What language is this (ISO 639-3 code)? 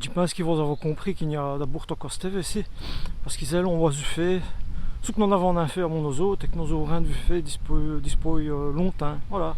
wln